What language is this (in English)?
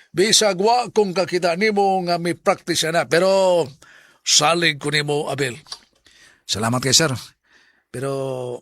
Cebuano